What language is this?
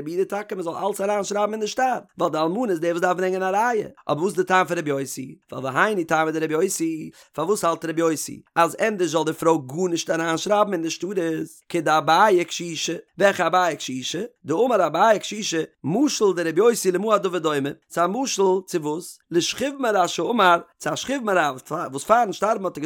Yiddish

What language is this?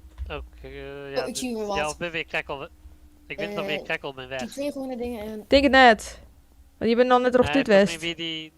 Western Frisian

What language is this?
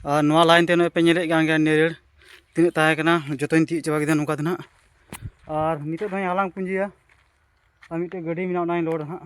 Santali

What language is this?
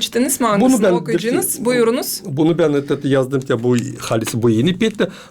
Gagauz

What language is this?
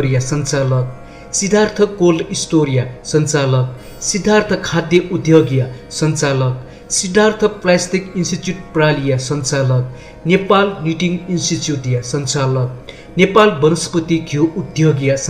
Newari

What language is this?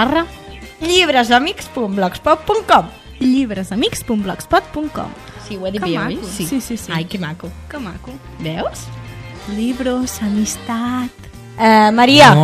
Catalan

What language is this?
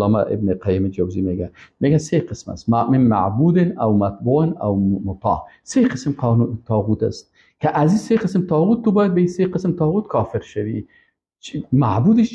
Persian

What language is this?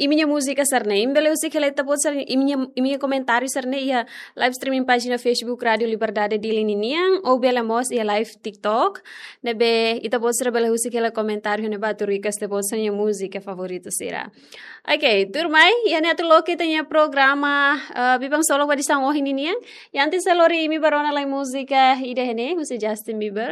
Tetum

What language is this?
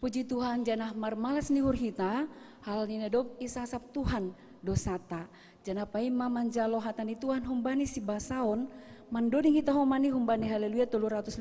Batak Simalungun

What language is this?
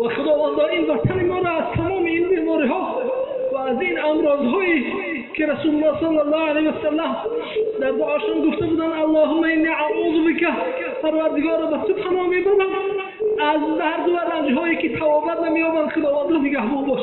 Tajik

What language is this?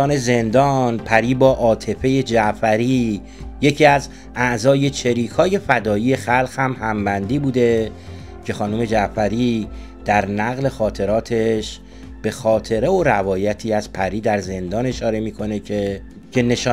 Persian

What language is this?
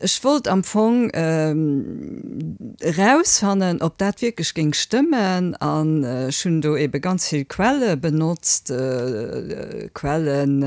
Luxembourgish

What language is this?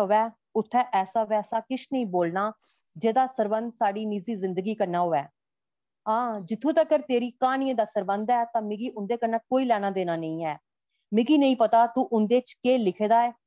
Dogri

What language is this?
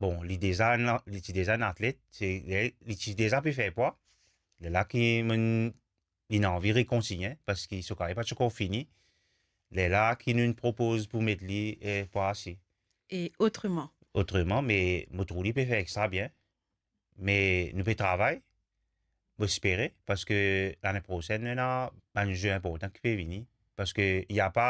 Morisyen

